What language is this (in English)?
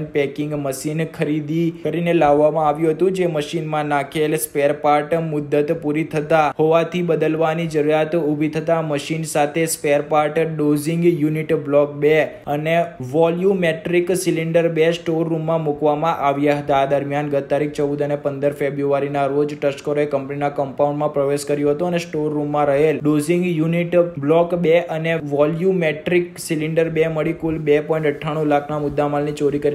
Gujarati